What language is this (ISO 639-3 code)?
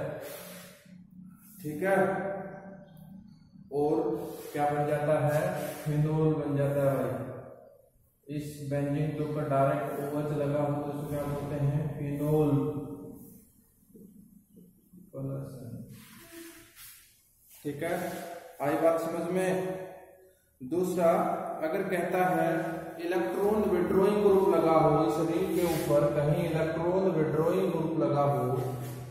hin